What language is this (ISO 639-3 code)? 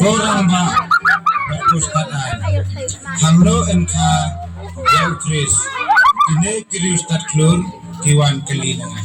kha